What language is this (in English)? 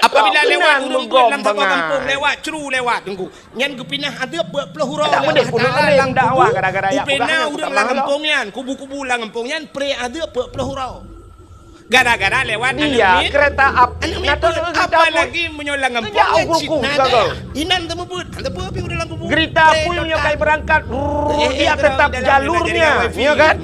Achinese